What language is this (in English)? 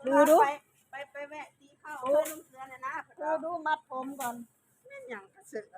Northeastern Thai